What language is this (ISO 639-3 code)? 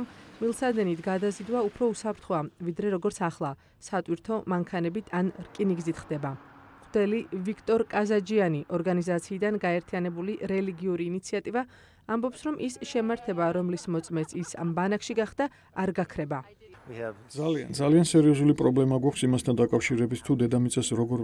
kat